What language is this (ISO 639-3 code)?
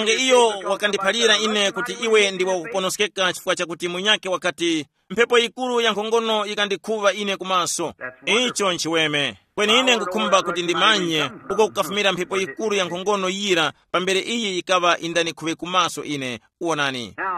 tum